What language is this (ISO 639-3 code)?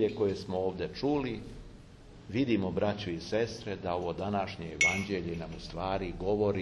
srp